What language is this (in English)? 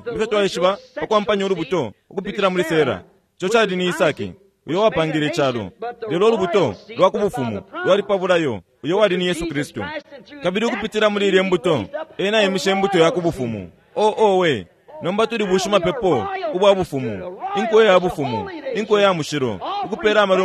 Bemba